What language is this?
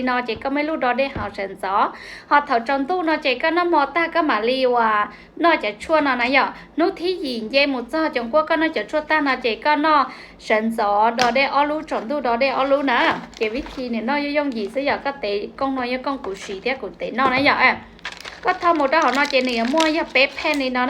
Hmong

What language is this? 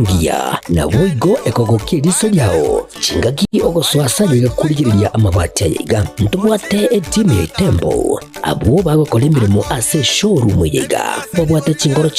Gusii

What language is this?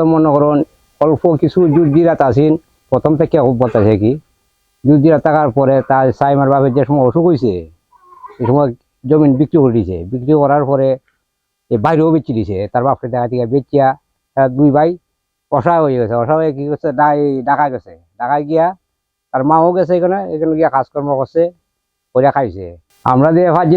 Sylheti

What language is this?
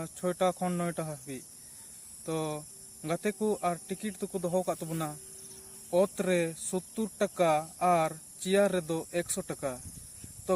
Santali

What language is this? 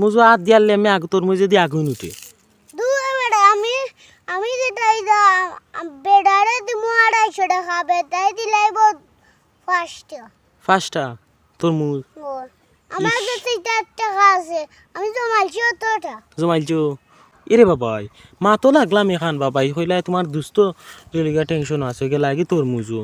Sylheti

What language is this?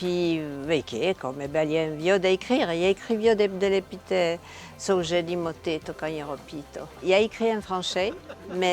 Occitan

